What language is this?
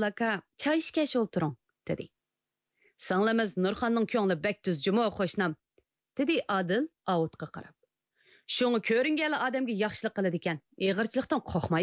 Uyghur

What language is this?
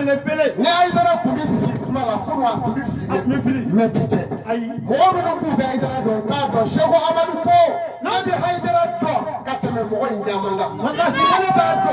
Bambara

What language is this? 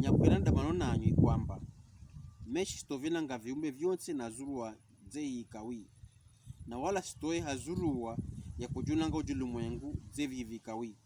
Pokomo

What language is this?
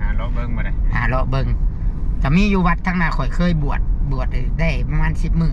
Northeastern Thai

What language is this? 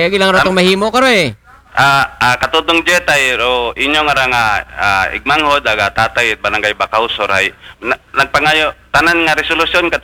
Aklanon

